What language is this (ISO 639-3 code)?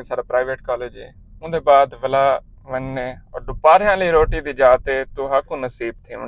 skr